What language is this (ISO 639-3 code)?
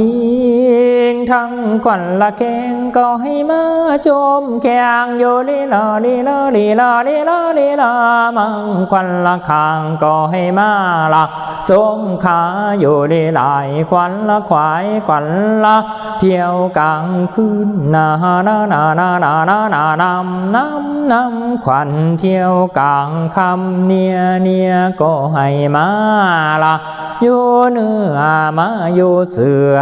lao